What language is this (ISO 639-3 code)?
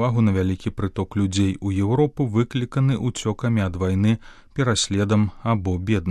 bel